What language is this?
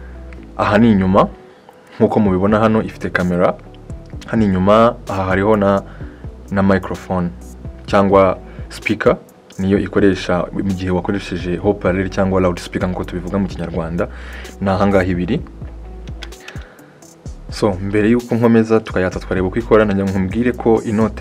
Kinyarwanda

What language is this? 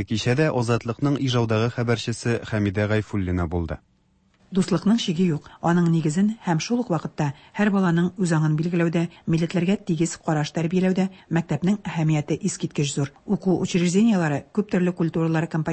Tatar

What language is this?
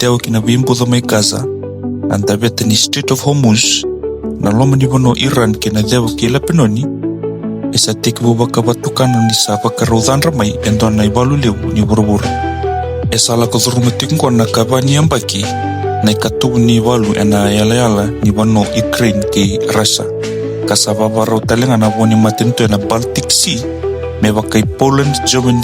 Fijian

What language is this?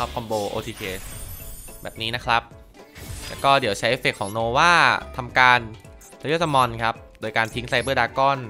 Thai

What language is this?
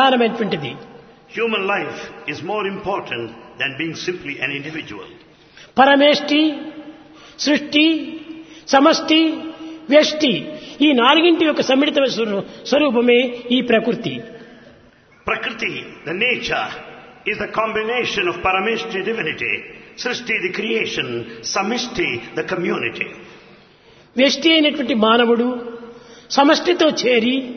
Telugu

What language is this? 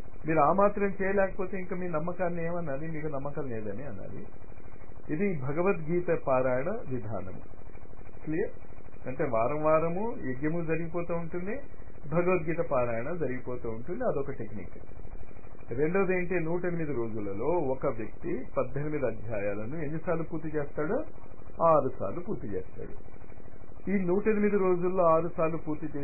Telugu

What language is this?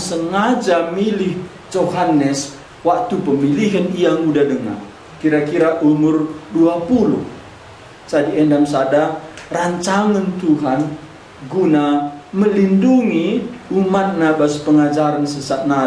Batak Karo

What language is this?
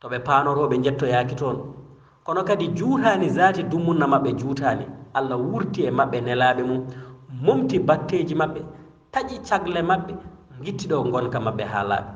Fula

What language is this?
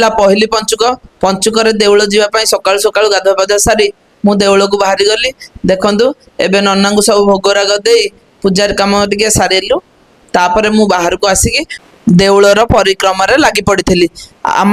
Odia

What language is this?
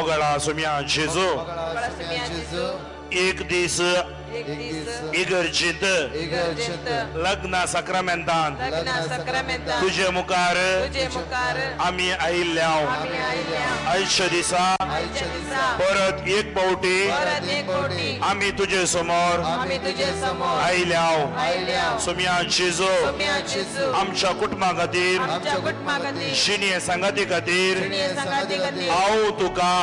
Konkani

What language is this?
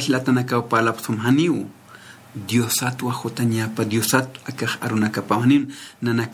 Aymara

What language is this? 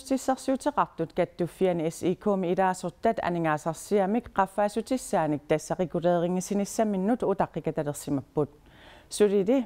Kalaallisut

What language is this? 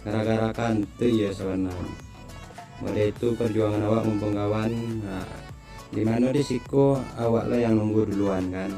Minangkabau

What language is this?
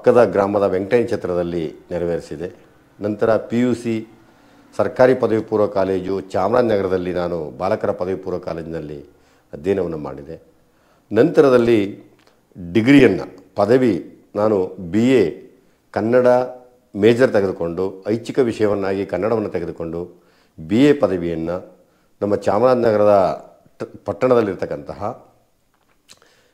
Kannada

